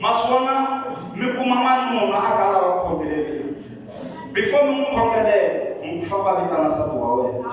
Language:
Tsonga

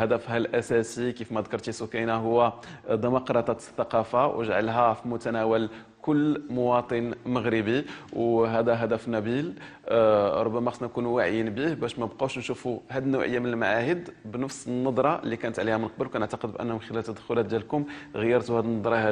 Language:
Moroccan Arabic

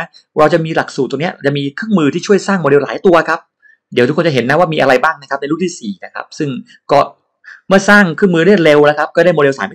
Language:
Thai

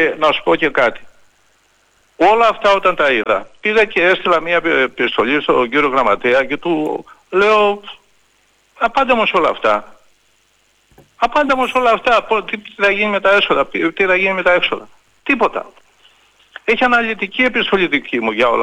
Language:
Greek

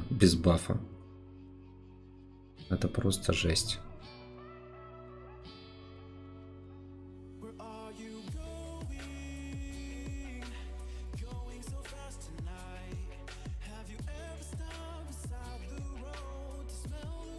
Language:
Russian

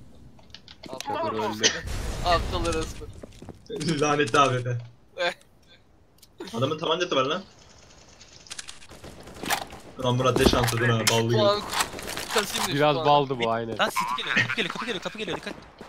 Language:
Turkish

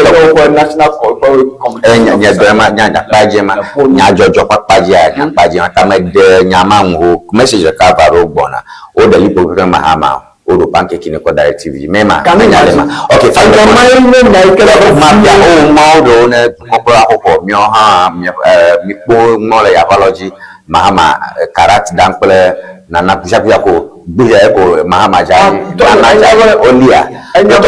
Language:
Ewe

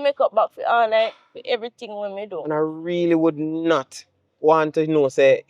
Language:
Jamaican Creole English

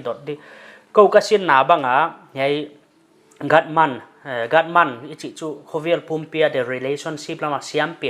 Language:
Paite Chin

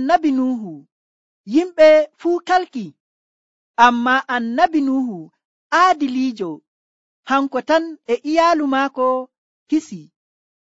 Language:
Nigerian Fulfulde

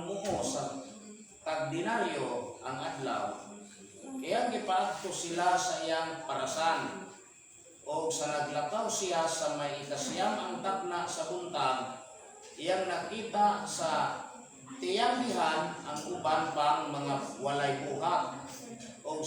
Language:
Cebuano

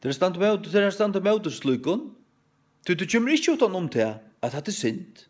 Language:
Faroese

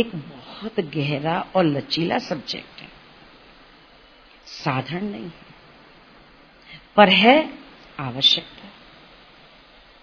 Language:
Hindi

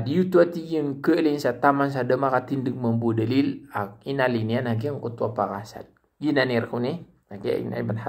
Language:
Maranao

